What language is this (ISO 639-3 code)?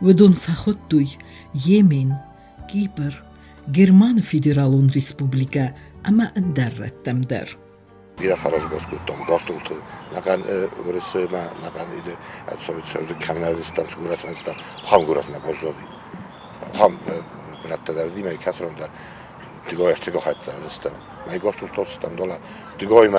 oss